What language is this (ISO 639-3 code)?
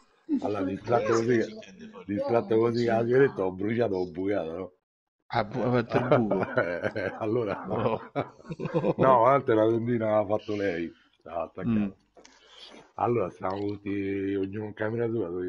ita